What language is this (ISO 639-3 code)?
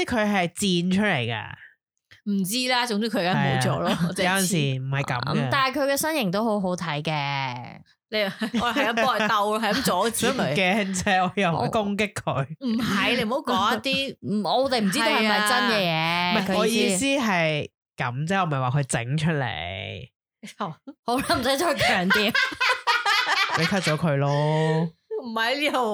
yue